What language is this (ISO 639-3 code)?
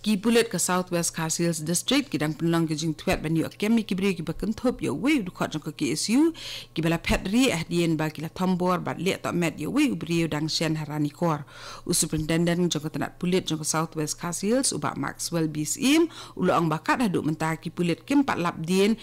kha